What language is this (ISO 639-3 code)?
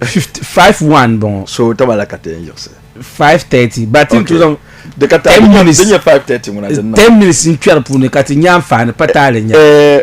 dag